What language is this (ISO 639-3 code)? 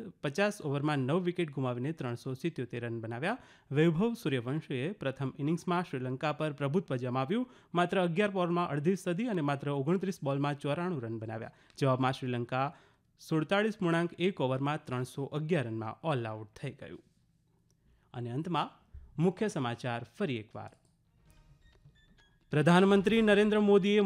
guj